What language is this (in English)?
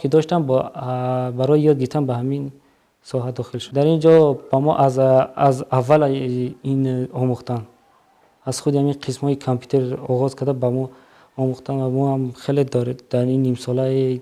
Tajik